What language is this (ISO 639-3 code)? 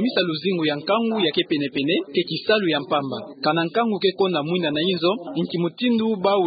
ktu